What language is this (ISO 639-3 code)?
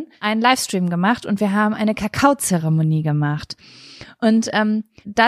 deu